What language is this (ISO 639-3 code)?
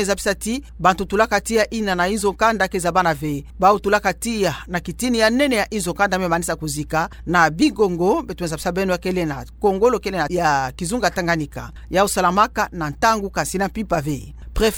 ktu